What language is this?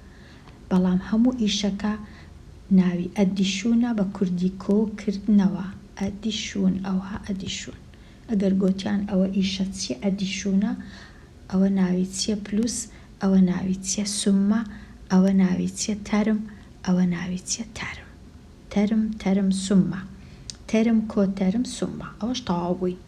Central Kurdish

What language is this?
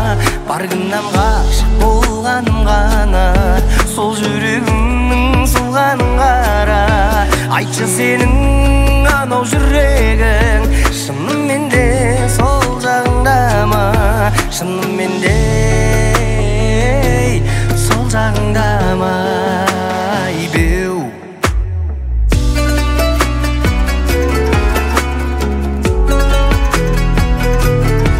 Kazakh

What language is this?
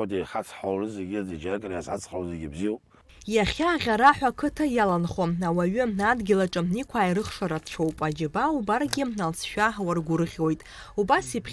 Abkhazian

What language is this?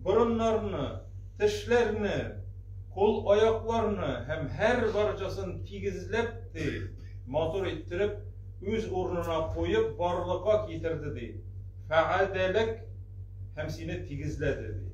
Tatar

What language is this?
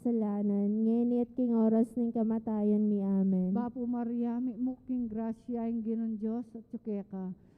Pampanga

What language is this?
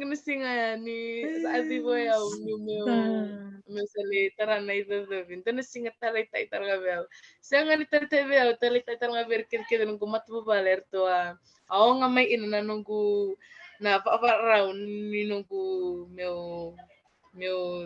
Fijian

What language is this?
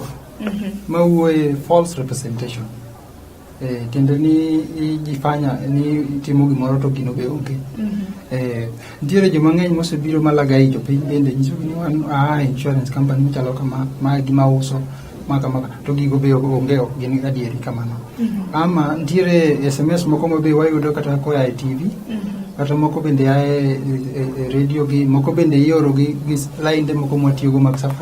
Luo (Kenya and Tanzania)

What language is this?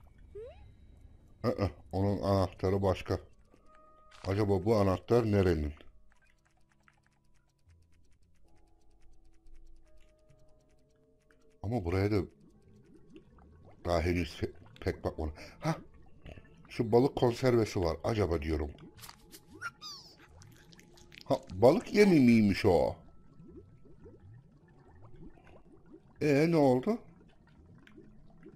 Turkish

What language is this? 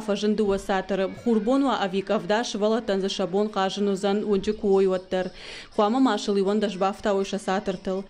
Ossetic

